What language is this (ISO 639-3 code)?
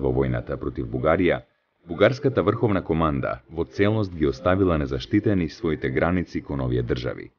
mkd